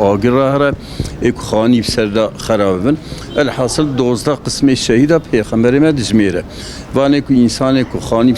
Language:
Kurdish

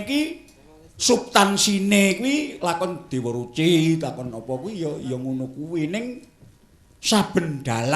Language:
Javanese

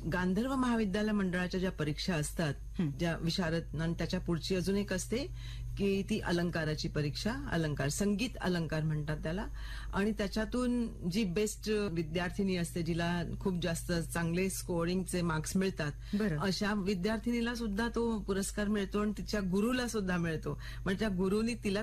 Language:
Marathi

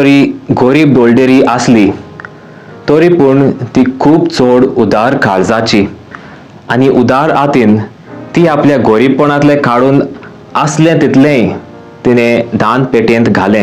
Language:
Konkani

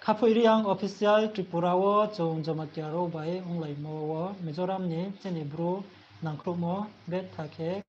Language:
Riang (India)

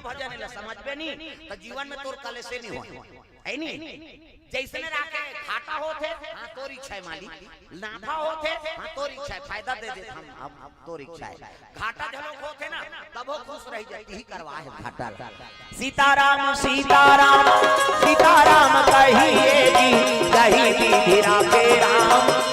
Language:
Chhattisgarhi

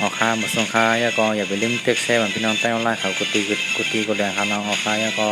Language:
Shan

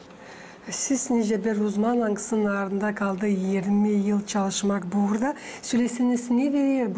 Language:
Gagauz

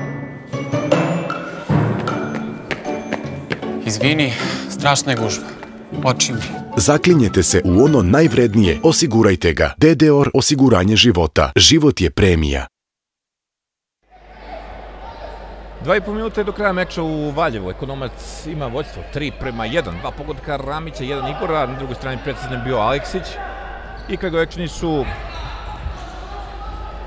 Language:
Serbian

